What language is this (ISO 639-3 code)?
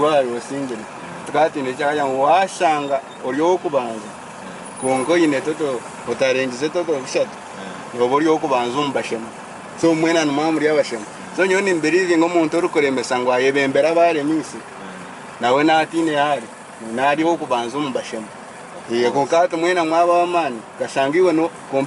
nyn